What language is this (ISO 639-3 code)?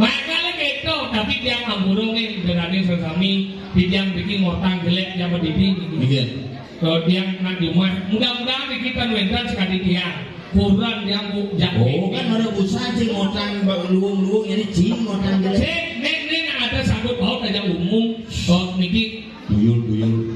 ban